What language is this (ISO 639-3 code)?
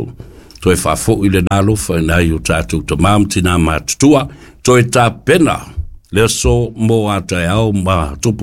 smo